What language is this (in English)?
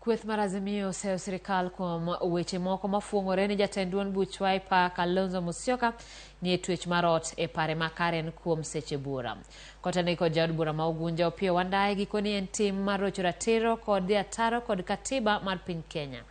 Luo (Kenya and Tanzania)